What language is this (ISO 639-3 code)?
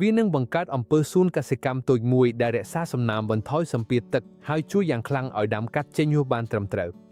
khm